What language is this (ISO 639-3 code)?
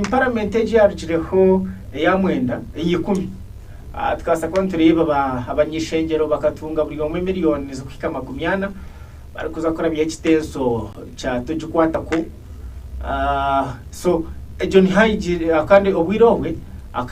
nyn